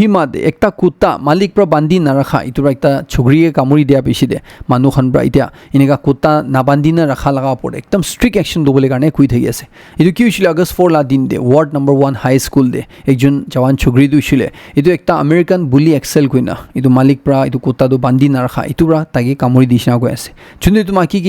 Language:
Naga Pidgin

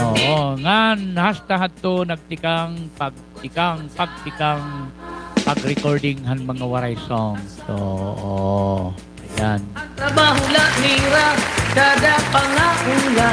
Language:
Waray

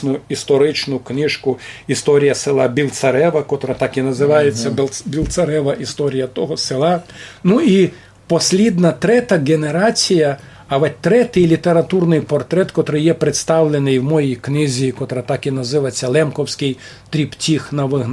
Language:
Rusyn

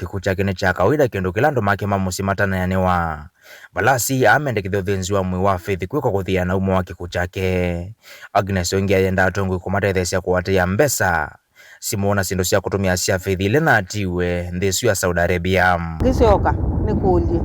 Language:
Kamba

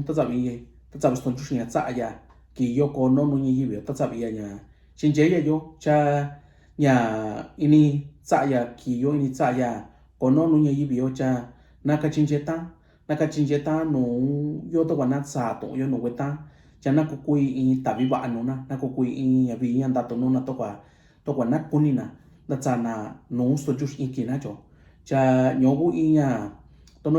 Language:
Mixtepec Mixtec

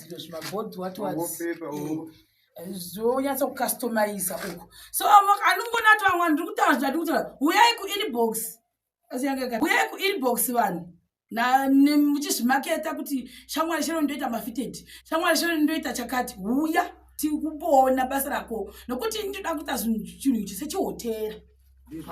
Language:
Shona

